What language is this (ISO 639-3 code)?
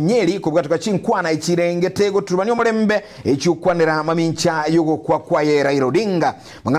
guz